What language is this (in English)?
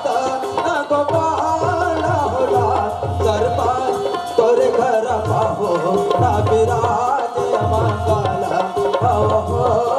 Chhattisgarhi